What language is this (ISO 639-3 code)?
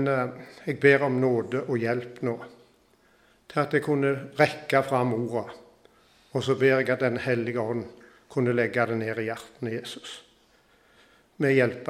nor